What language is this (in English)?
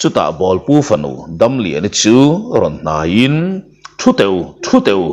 Mizo